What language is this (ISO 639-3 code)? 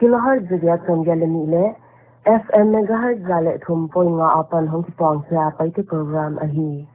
pck